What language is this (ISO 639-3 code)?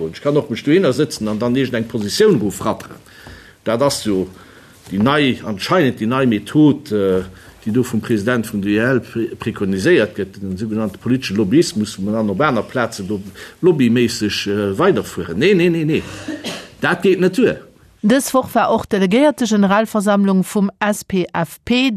ltz